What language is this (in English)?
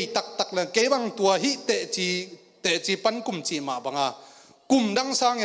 Tedim Chin